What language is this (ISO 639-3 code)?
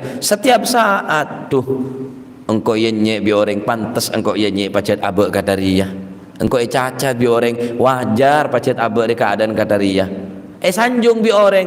mad